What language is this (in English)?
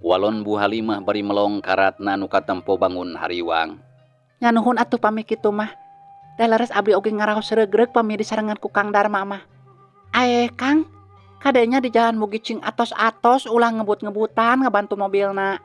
Sundanese